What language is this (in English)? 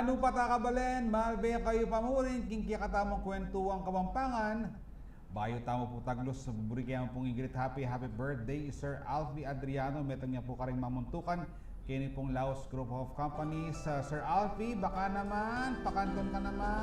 Pampanga